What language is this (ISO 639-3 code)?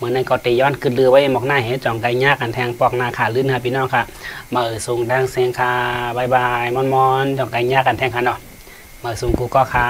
shn